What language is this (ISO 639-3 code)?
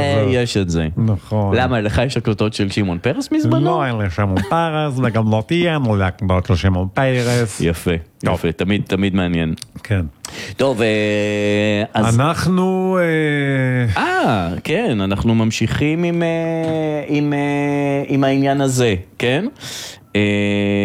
heb